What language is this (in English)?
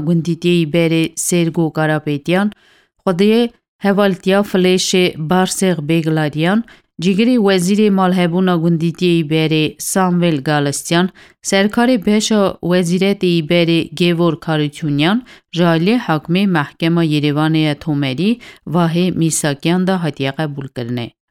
Kurdish